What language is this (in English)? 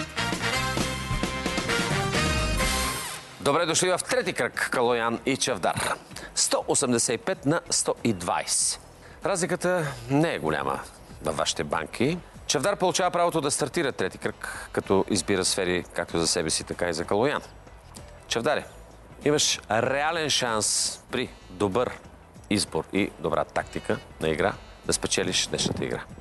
Bulgarian